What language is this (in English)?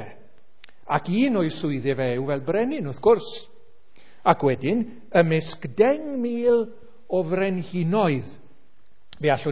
Welsh